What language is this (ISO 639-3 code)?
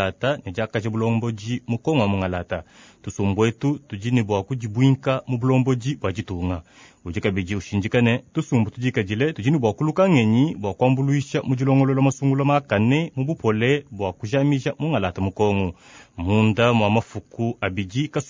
lua